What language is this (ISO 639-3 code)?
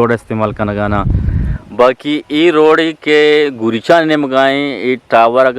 bgp